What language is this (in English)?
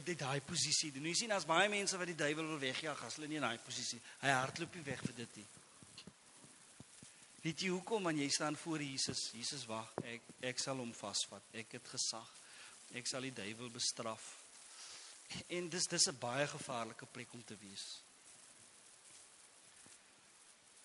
Afrikaans